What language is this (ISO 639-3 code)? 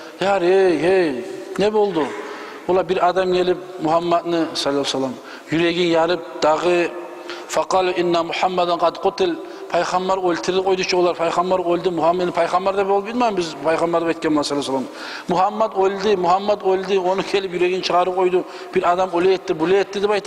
kum